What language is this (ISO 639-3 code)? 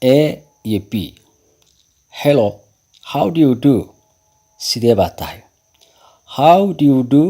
som